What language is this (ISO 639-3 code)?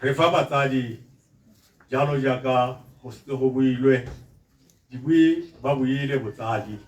tsn